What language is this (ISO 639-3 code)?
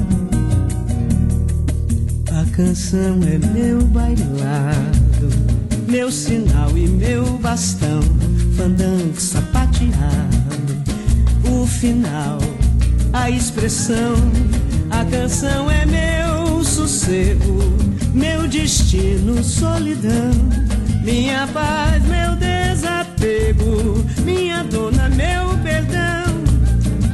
por